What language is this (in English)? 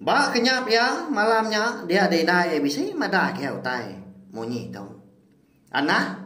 Iban